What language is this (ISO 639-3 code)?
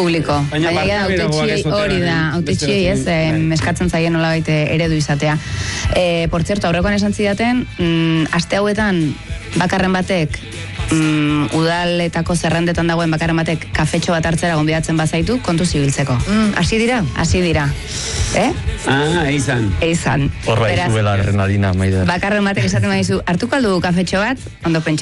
eus